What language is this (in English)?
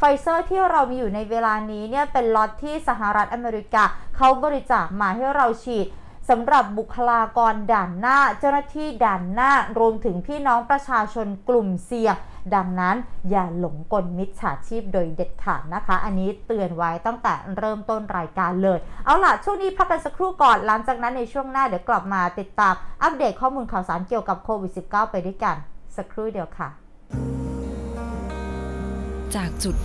Thai